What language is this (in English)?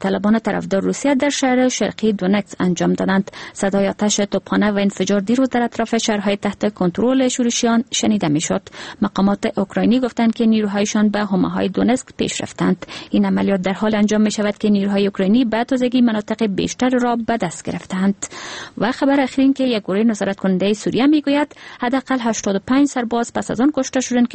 Persian